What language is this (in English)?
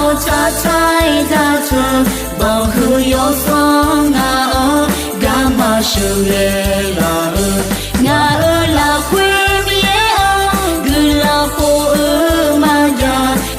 Akha